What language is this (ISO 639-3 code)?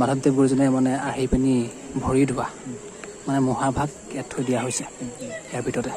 asm